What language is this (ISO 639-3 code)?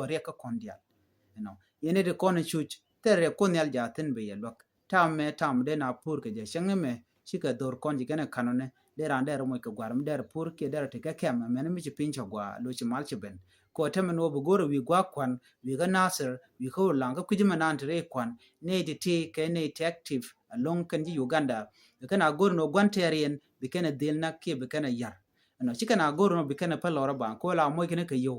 nus